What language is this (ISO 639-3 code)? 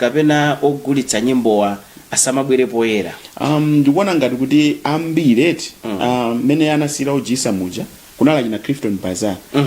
nya